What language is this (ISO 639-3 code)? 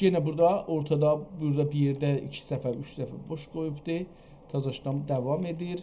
azb